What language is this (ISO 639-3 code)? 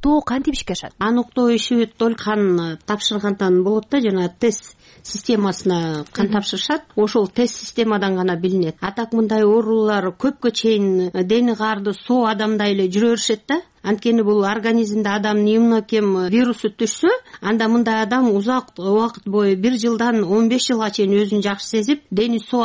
kir